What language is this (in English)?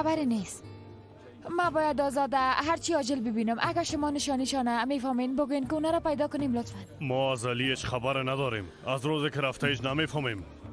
Persian